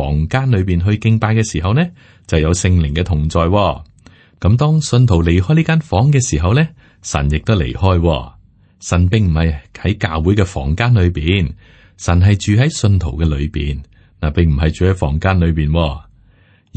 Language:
Cantonese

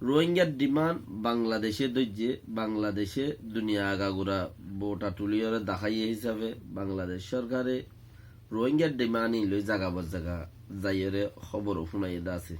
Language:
Rohingya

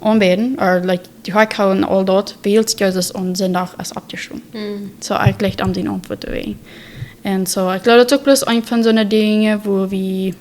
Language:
Plautdietsch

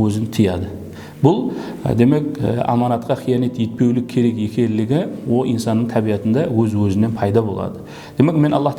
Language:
Kara-Kalpak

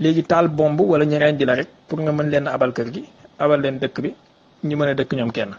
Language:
Wolof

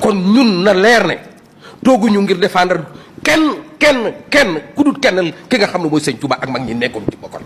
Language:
Wolof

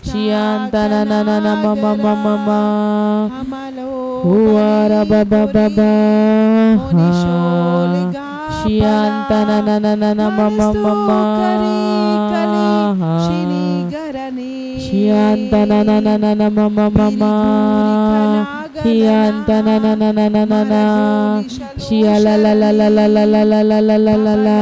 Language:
Tem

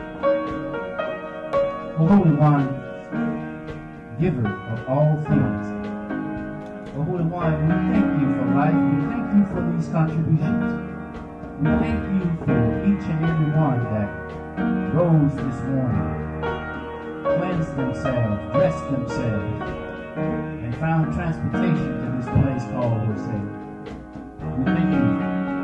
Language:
English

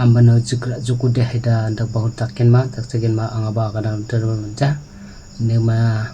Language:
Garo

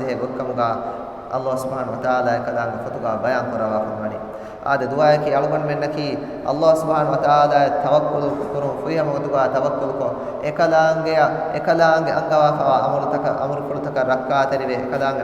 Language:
Divehi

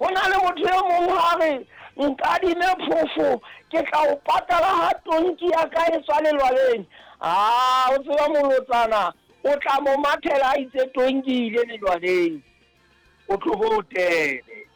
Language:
Southern Sotho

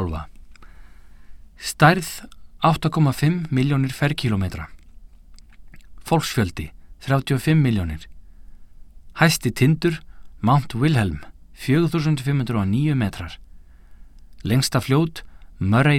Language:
Icelandic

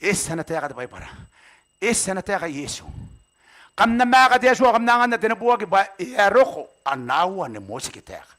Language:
Gilbertese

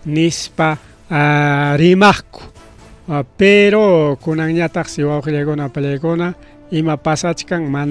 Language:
Ayacucho Quechua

